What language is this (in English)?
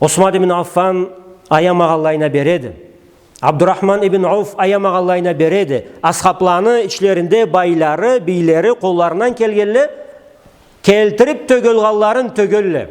Karachay-Balkar